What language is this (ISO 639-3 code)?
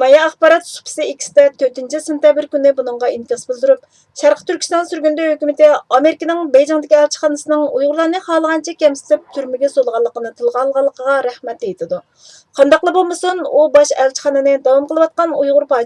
uig